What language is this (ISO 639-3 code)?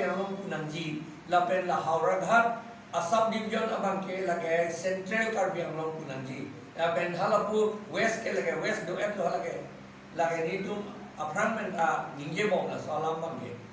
mjw